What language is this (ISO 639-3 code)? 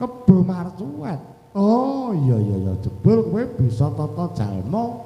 jav